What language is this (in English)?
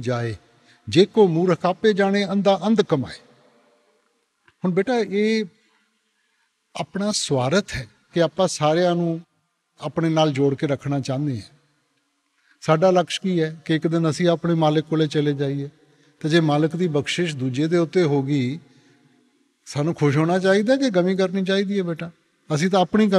Punjabi